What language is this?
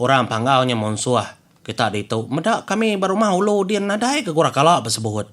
Iban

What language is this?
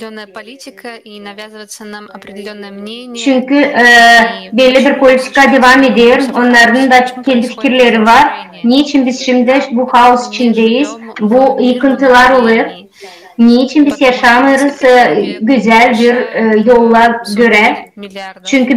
Gagauz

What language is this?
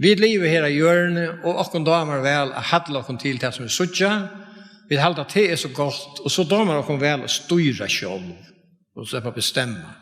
Faroese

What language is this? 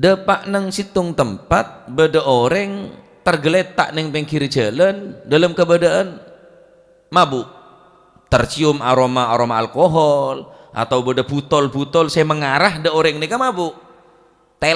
Madurese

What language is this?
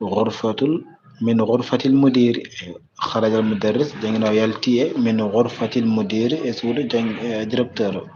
Fula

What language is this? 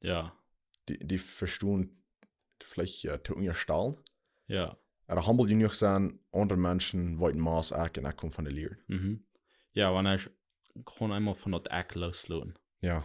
Plautdietsch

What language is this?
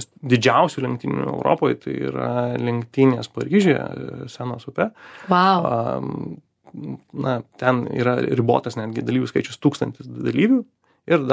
Lithuanian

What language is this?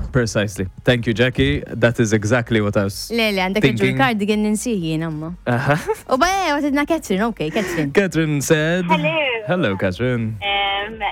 Maltese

